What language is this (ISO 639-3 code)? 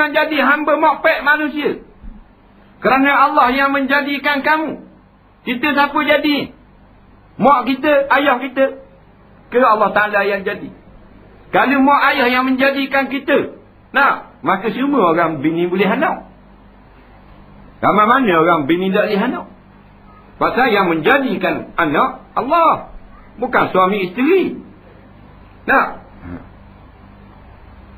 msa